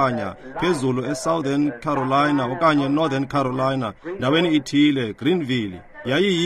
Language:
Xhosa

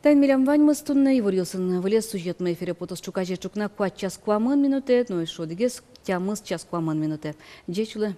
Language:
Udmurt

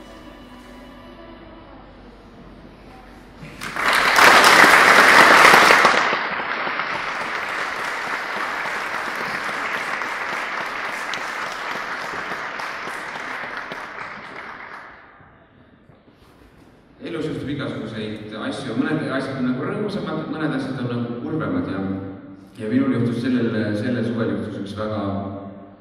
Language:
Estonian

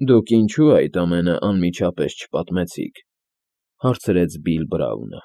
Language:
Armenian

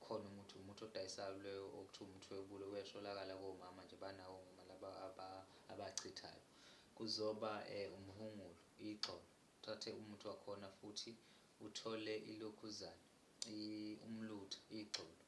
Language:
Zulu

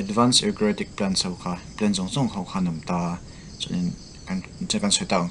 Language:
Mizo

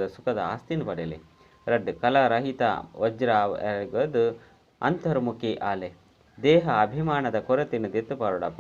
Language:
Tulu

